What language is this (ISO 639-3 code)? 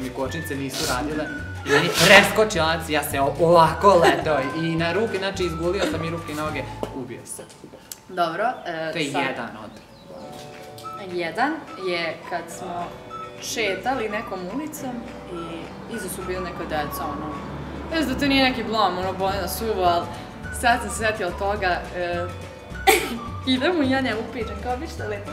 srp